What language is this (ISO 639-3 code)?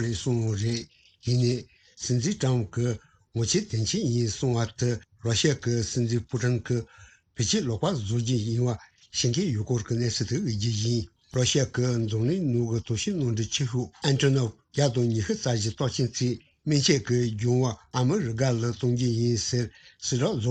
bod